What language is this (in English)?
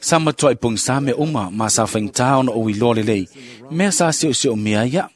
Samoan